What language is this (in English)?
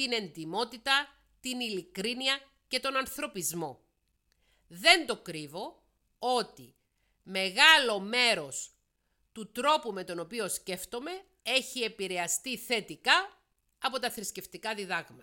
Greek